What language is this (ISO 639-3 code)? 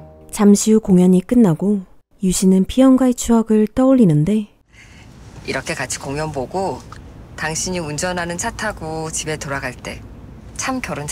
kor